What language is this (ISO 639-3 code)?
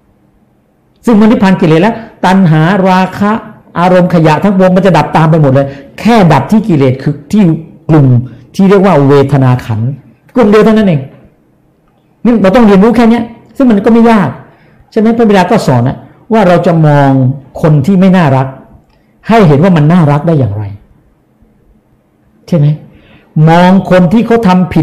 tha